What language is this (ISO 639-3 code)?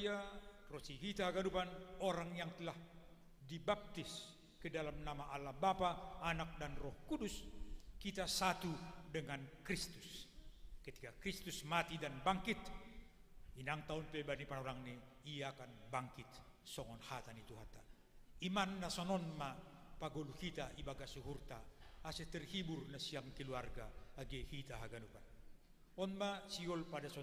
bts